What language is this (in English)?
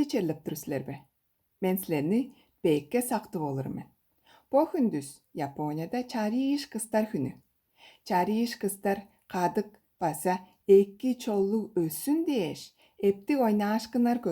Tuvinian